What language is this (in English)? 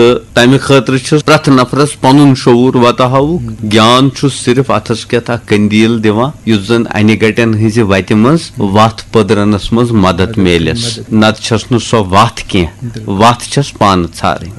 Kashmiri